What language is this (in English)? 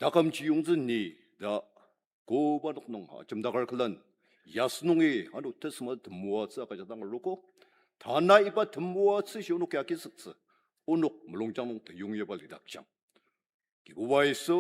Ao Naga